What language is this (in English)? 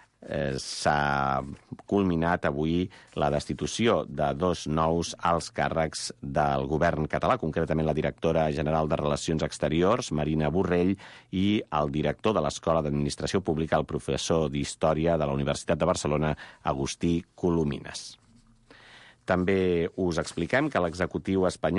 Catalan